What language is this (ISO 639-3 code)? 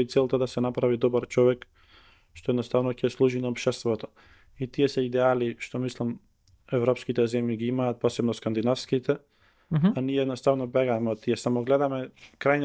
mkd